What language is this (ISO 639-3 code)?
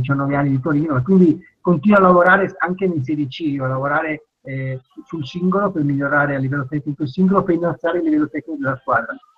ita